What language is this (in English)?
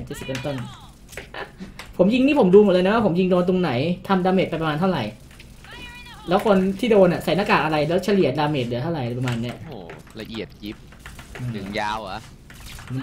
Thai